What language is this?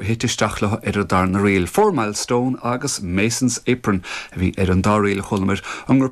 Irish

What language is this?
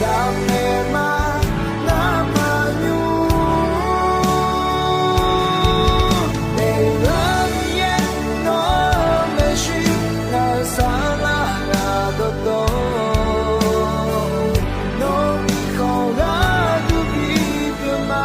Akha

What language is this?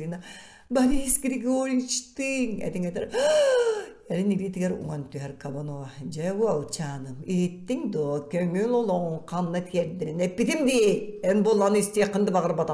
Yakut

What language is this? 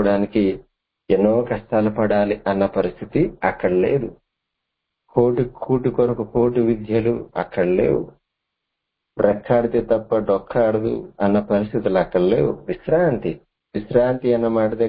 Telugu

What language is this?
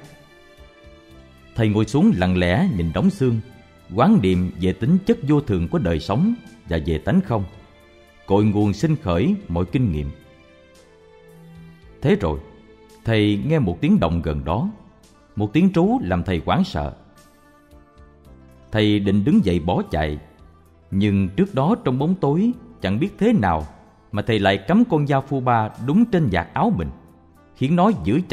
Vietnamese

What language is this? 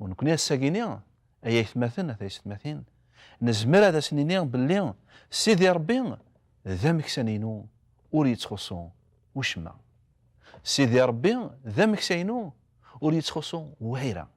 Kabyle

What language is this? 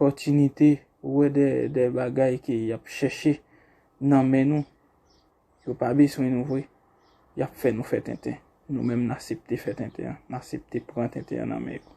Haitian Creole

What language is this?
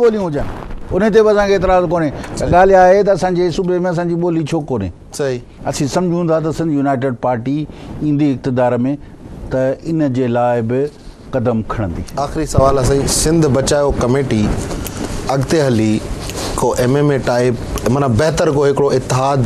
Sindhi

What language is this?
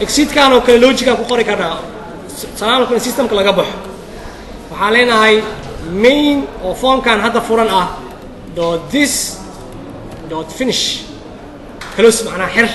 Somali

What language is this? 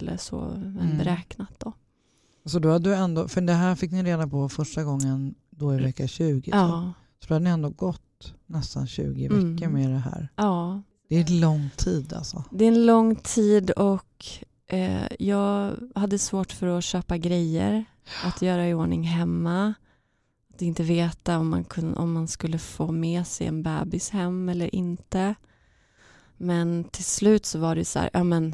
Swedish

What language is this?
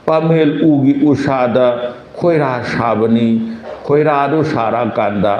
Manipuri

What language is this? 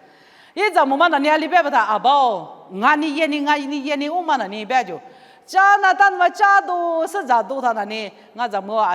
Lisu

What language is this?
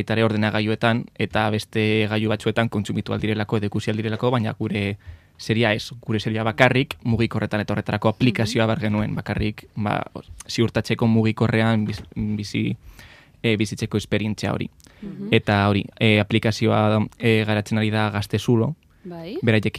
Basque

